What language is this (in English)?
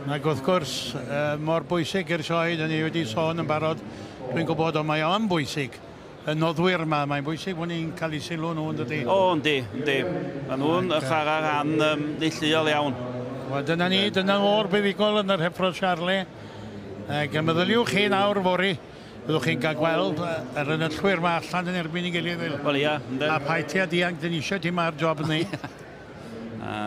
Welsh